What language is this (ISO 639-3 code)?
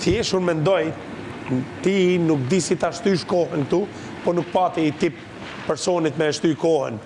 sqi